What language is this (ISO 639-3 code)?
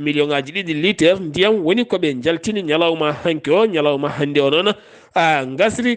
ful